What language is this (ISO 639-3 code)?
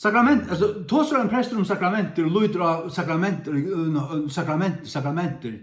fao